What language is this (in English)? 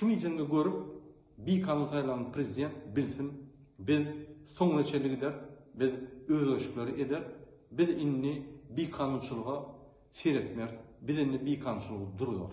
Turkmen